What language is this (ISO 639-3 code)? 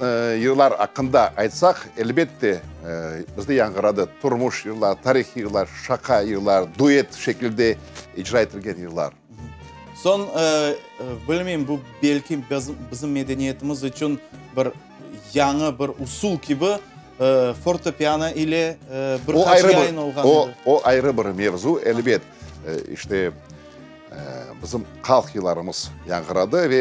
crh